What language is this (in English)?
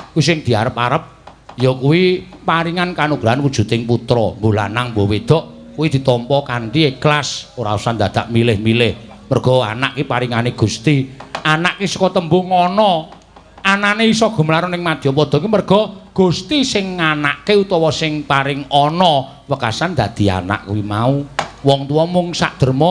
Javanese